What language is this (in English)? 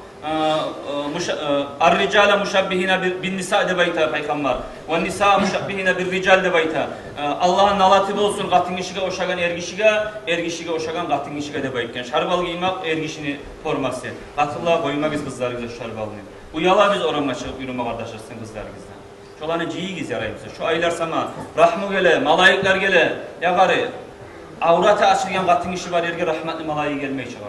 Kumyk